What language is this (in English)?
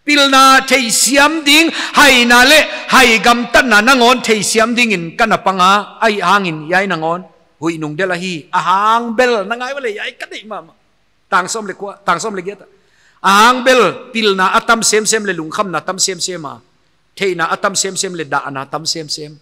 Paite Chin